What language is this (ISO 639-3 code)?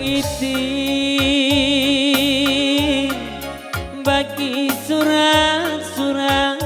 btx